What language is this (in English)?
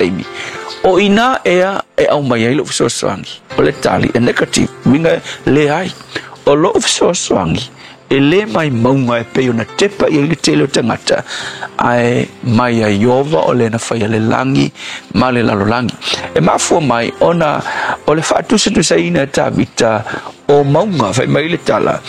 Samoan